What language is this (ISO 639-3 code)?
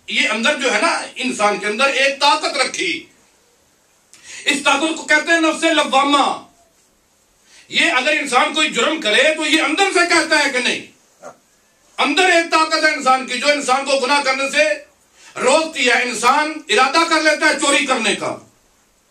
urd